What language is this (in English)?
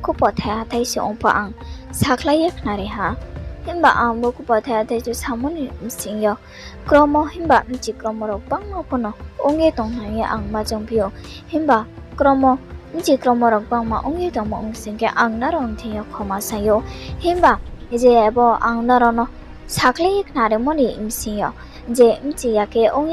Riang (India)